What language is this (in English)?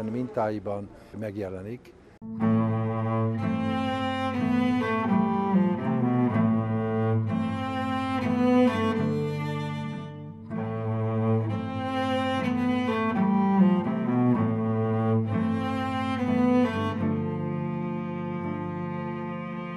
Hungarian